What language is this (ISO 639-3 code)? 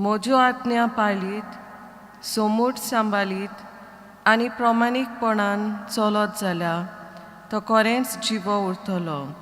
kok